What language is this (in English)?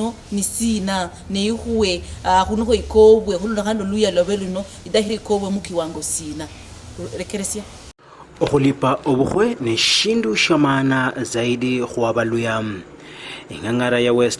Luyia